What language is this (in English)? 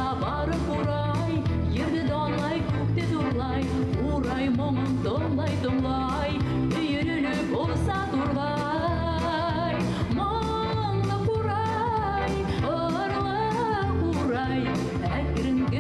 Bashkir